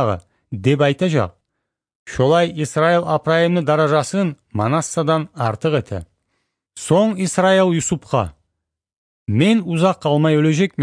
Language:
Kumyk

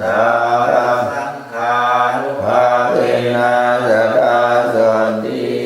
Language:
Pali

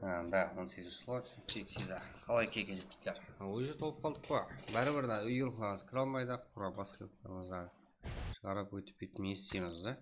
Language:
Kara-Kalpak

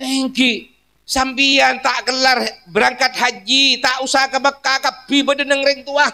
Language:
Madurese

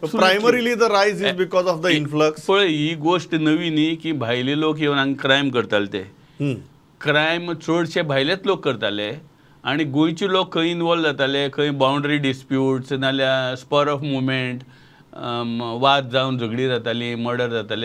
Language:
Konkani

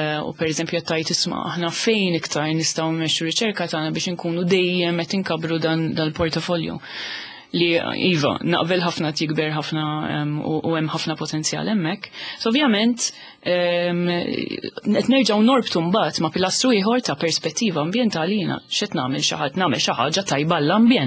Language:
Maltese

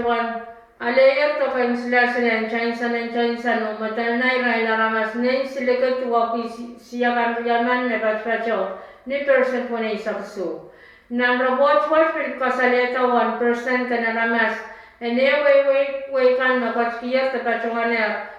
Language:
Pohnpeian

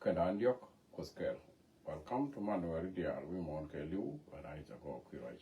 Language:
Nuer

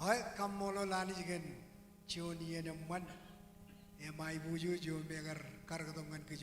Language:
Marshallese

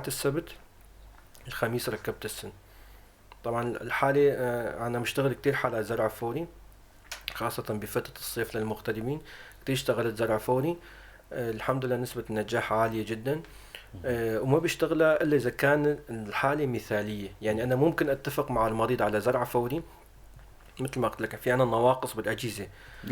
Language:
North Levantine Arabic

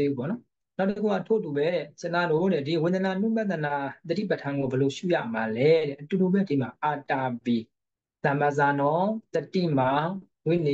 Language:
Burmese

